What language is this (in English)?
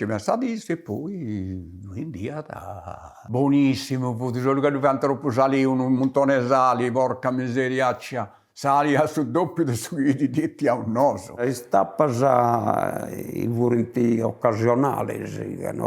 Sardinian